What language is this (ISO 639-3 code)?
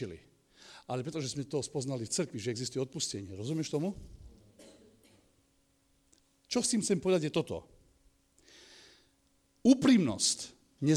slk